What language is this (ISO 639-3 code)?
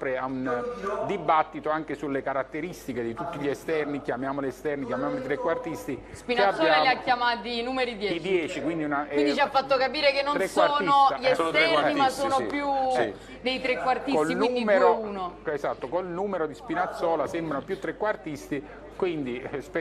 ita